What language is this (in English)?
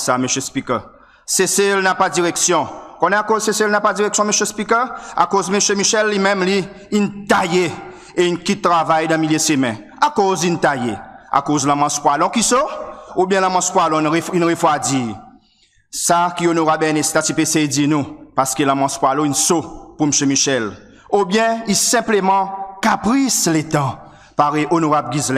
Seselwa Creole French